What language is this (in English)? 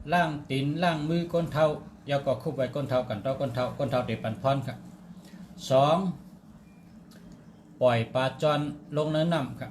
Shan